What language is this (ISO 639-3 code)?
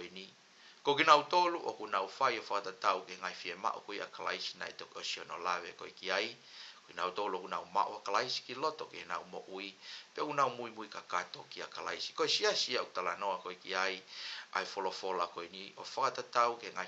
ton